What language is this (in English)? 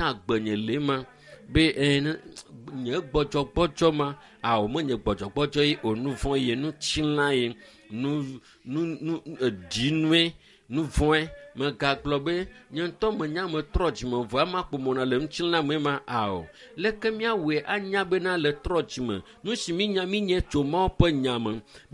Ewe